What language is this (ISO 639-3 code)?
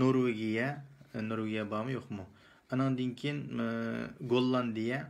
uig